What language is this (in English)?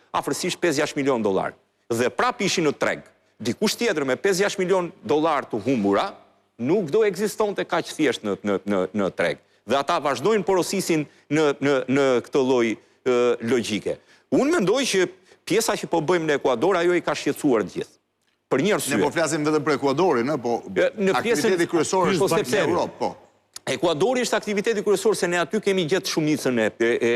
Albanian